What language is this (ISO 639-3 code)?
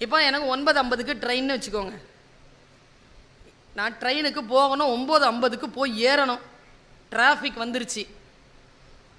tam